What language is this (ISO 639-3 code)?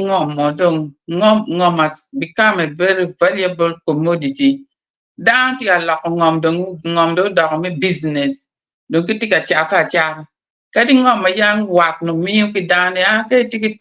ach